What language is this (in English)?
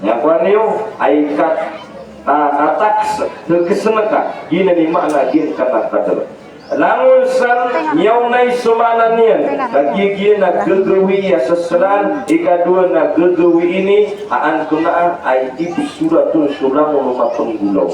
Maranao